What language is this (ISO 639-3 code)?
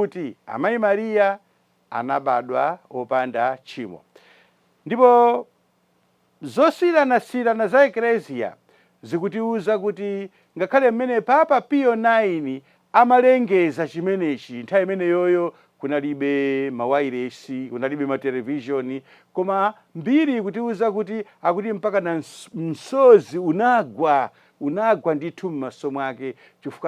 nya